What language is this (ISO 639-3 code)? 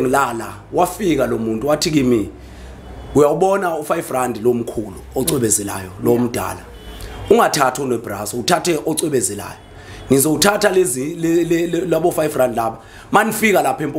zul